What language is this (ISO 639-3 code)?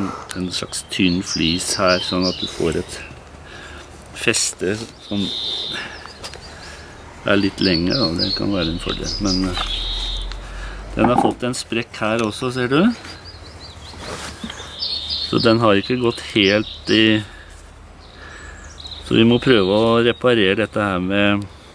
nor